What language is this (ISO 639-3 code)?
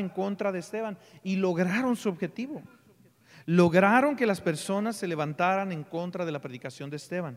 spa